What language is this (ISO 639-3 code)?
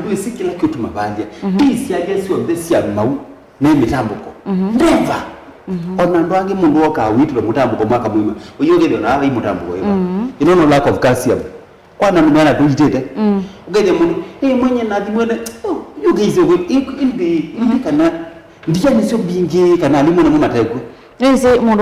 kam